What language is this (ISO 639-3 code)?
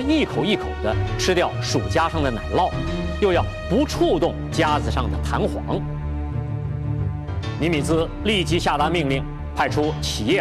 zho